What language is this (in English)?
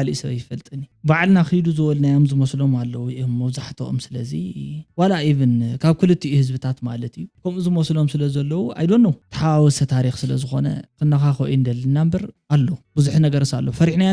Tigrinya